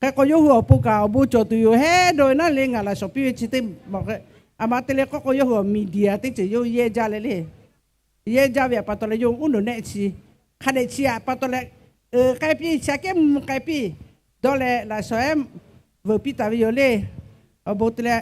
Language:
Lahu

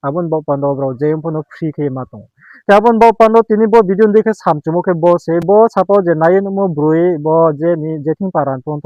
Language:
Riang (India)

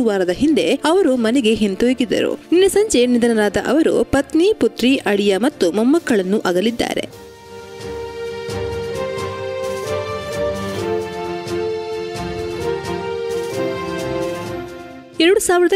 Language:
Kannada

